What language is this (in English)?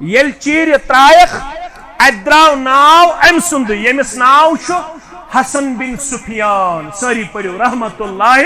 Kashmiri